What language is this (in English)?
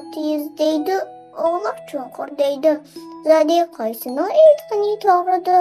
Uyghur